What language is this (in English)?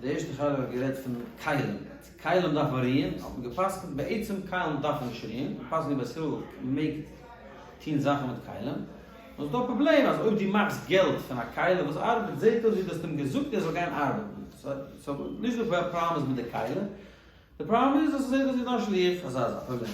Yiddish